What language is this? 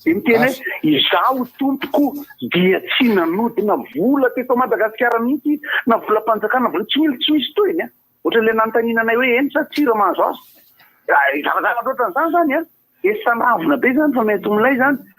Malagasy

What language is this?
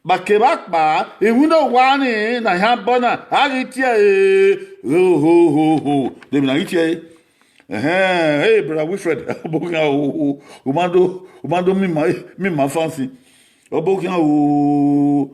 Bini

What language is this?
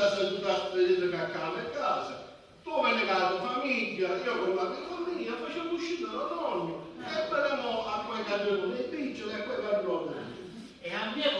Sicilian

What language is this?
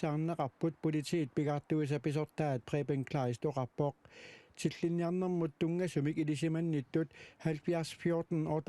Kalaallisut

